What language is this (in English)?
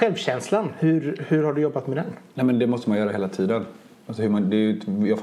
Swedish